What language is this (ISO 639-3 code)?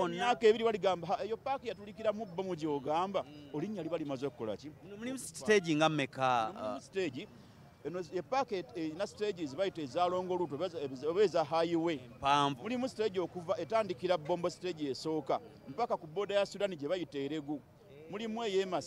lug